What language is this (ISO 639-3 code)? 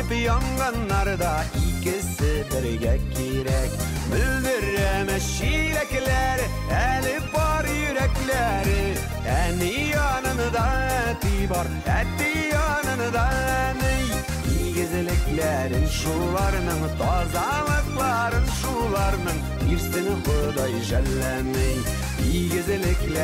tat